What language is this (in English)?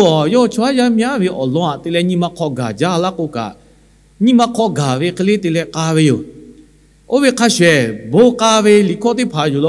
Lahu